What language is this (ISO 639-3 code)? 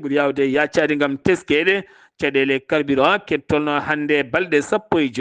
ful